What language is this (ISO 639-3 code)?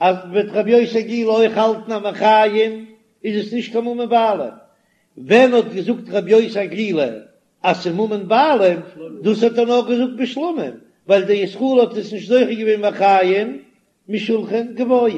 yid